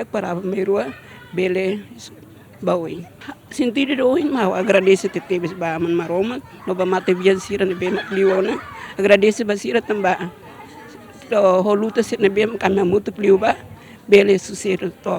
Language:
Tetum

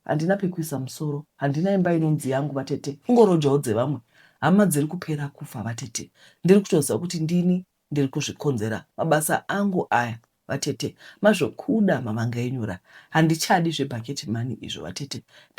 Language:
Shona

